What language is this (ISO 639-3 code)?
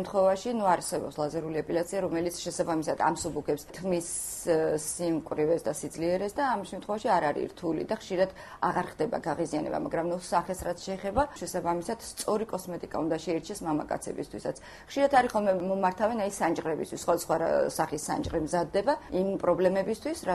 kat